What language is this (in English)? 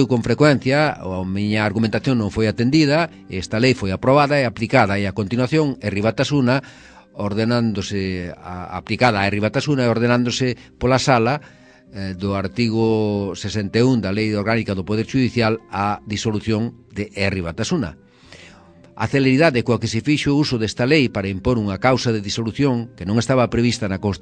Galician